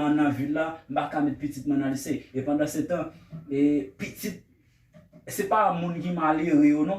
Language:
Haitian Creole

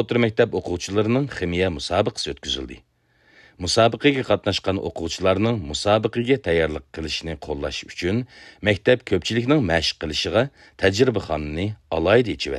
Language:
Uyghur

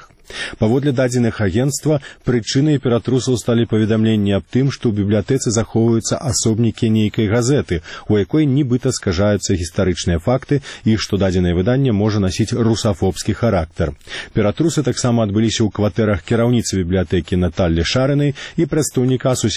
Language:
Belarusian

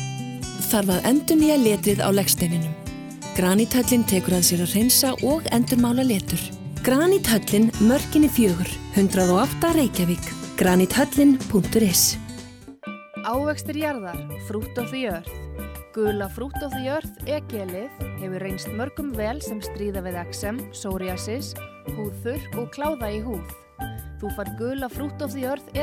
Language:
Icelandic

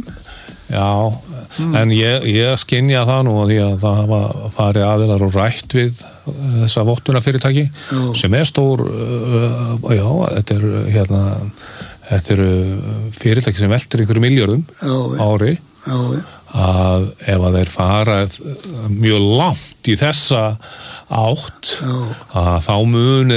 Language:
Icelandic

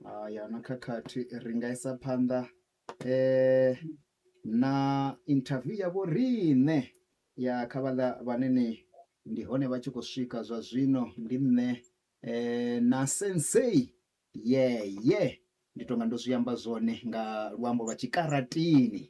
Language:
Venda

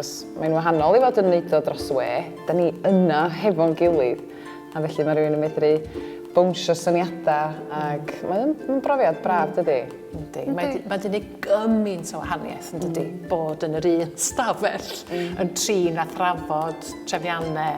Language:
Welsh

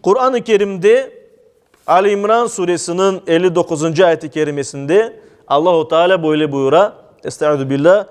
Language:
Crimean Tatar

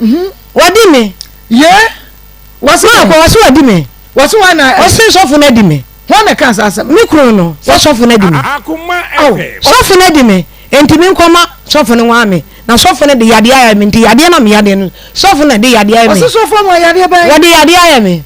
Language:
Akan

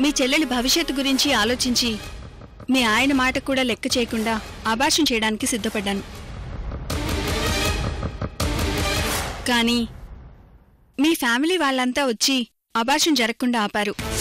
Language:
Telugu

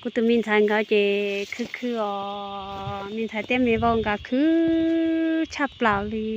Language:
Hmong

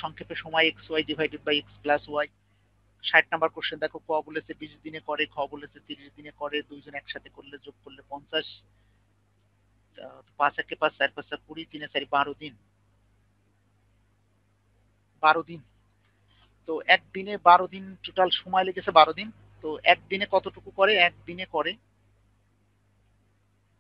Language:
Bangla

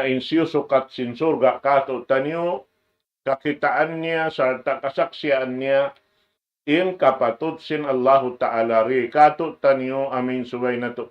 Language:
Tausug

